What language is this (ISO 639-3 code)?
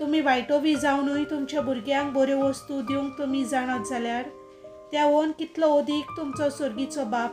kok